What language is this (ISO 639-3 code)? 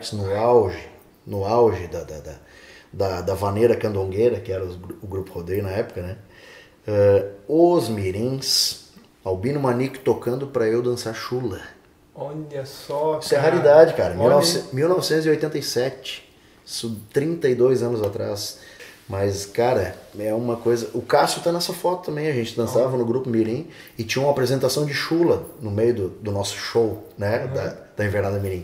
por